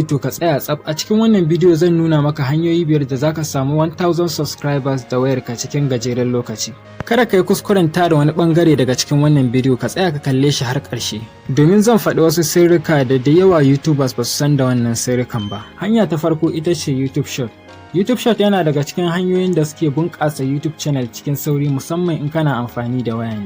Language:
Hausa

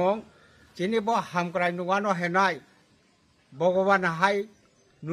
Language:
Kok Borok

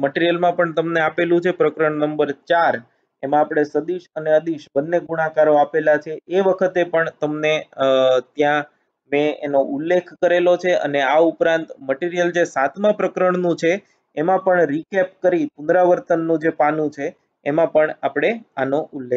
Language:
Gujarati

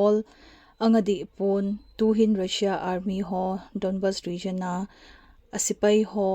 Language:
Thado Chin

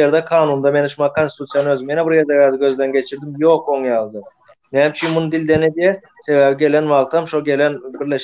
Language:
Turkmen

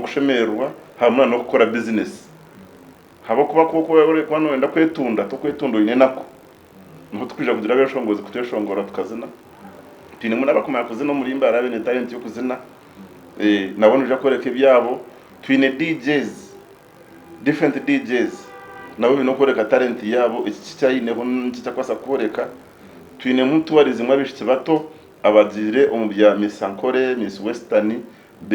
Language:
Nyankole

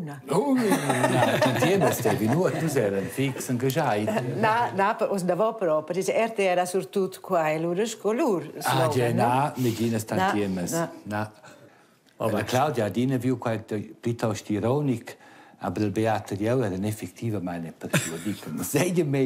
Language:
Romansh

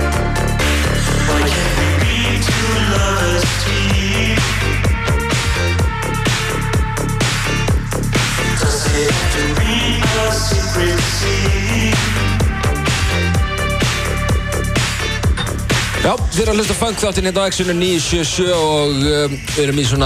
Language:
Icelandic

